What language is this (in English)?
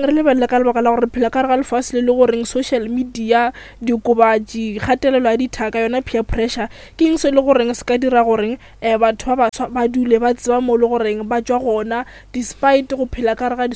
Northern Sotho